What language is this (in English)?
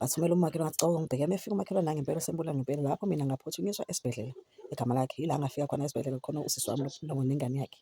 Zulu